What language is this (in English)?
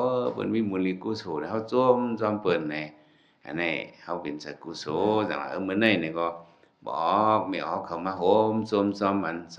Shan